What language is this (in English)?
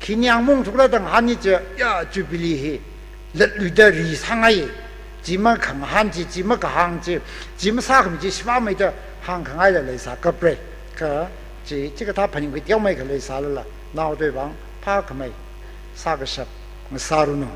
Tangkhul Naga (India)